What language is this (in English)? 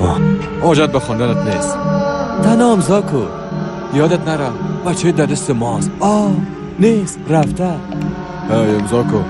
Persian